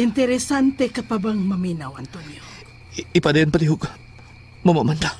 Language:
Cebuano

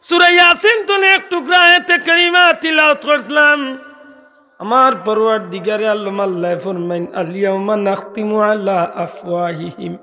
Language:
Sylheti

